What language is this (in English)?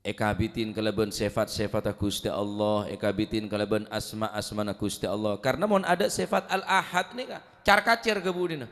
Madurese